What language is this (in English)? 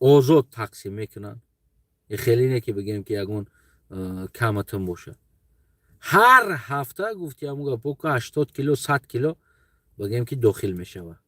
Tajik